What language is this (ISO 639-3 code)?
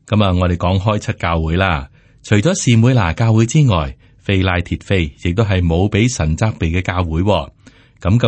yue